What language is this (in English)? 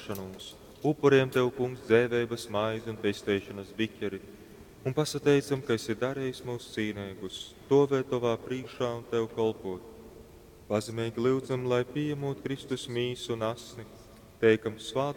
Latgalian